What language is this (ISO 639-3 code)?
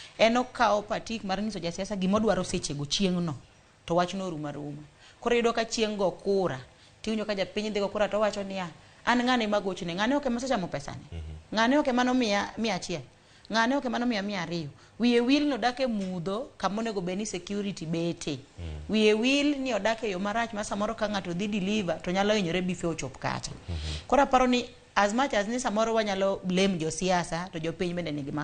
luo